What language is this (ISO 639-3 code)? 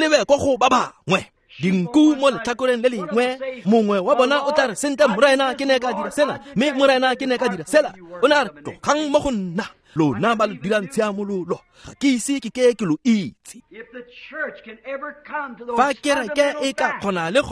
tsn